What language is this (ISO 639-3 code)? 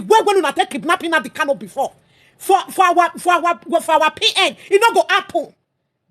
pcm